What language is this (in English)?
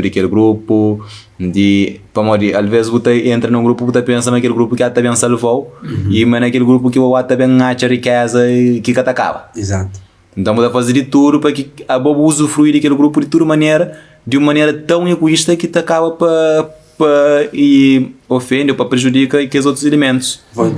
Kabuverdianu